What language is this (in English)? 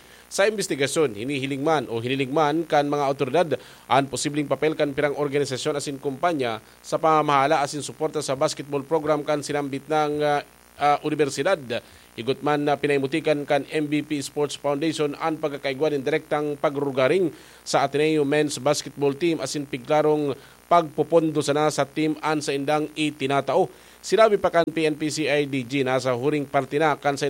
Bikol